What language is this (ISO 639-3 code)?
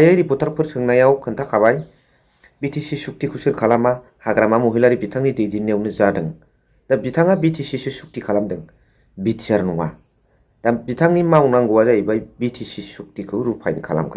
brx